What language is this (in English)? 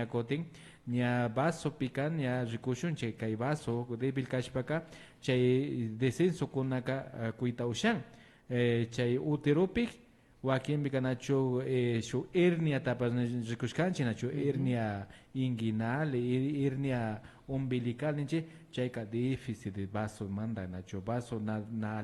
Imbabura Highland Quichua